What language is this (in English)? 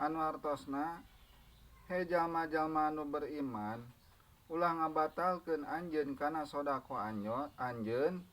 Sundanese